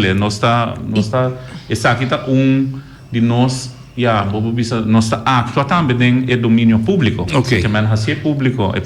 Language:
Papiamento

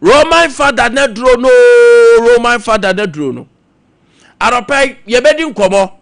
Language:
Akan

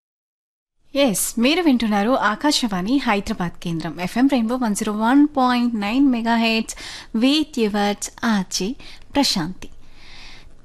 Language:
Telugu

